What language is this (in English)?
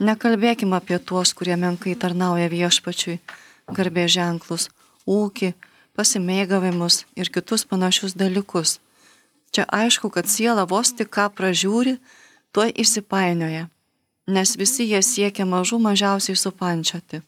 Lithuanian